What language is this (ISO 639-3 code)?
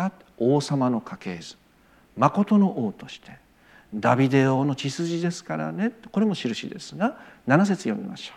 jpn